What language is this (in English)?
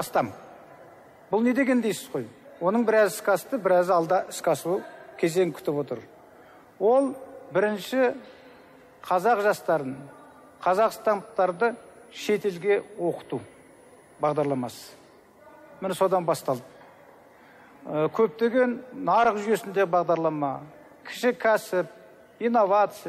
Kazakh